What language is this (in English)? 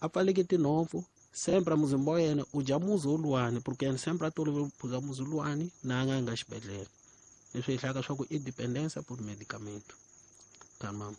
Tsonga